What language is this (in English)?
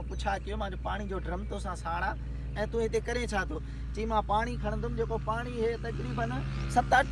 Sindhi